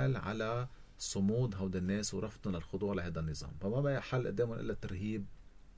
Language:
North Levantine Arabic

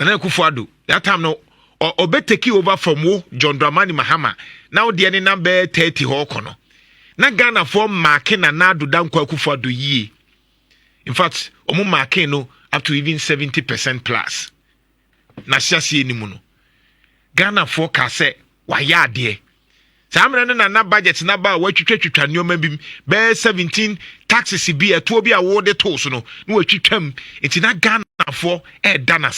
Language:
Akan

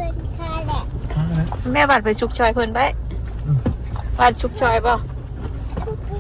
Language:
Northeastern Thai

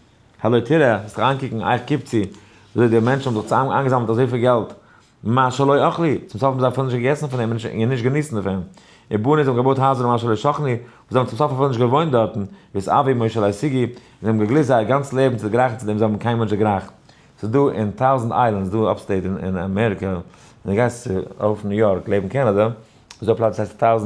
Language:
Yiddish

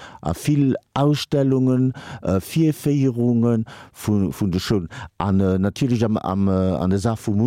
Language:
Luxembourgish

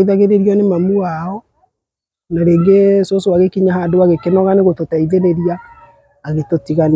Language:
Kikuyu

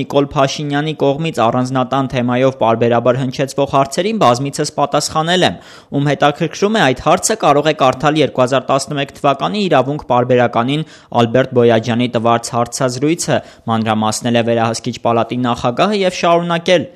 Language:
Armenian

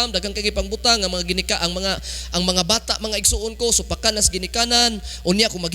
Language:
Cebuano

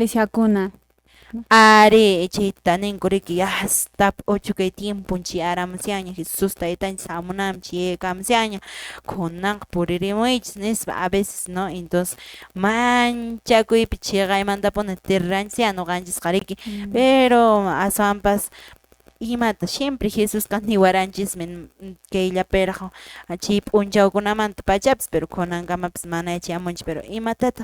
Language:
Quechua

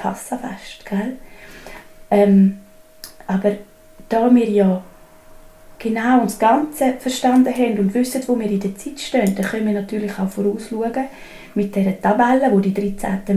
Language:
Swiss German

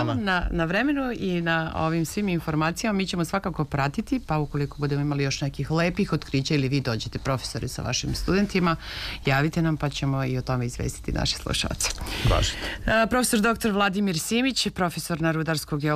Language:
Serbian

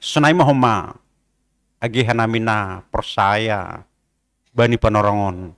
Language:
Batak Simalungun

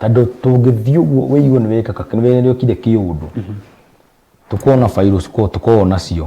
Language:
Kikuyu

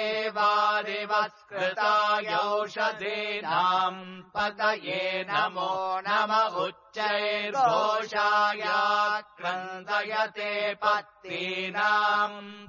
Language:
Sanskrit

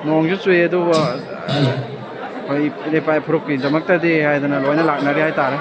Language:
Manipuri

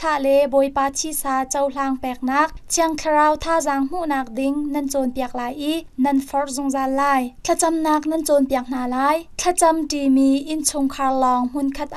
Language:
Hakha Chin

